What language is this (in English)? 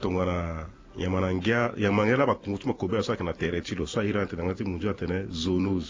Sango